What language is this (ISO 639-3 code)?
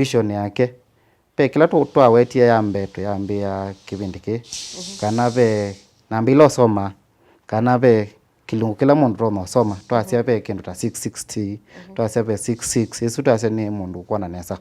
kam